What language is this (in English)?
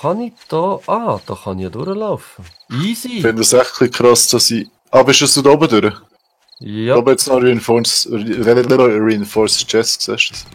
Swiss German